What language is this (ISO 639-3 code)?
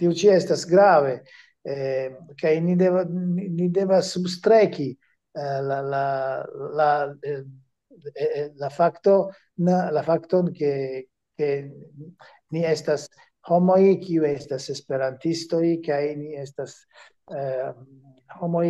epo